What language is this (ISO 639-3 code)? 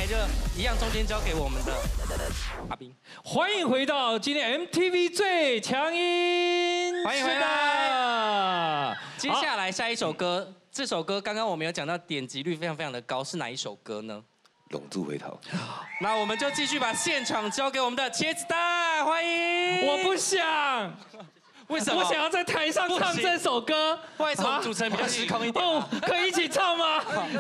zho